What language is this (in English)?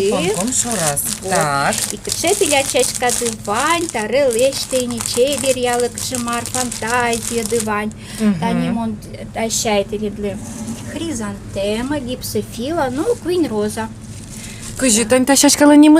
Udmurt